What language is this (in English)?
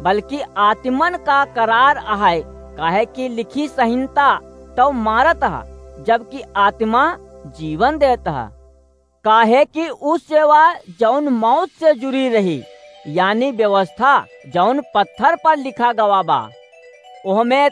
Awadhi